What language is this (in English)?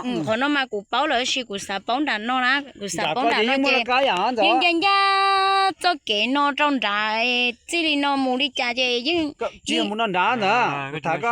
Hmong